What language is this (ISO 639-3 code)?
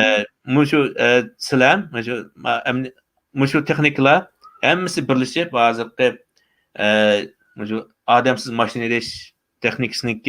uig